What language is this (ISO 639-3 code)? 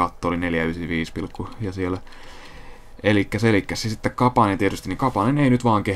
fin